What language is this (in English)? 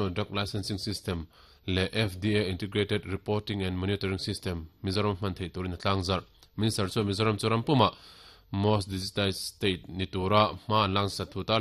Mizo